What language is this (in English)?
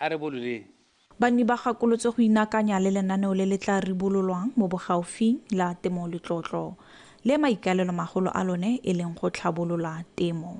Tswana